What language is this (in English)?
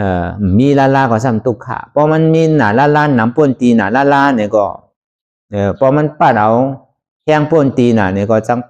Shan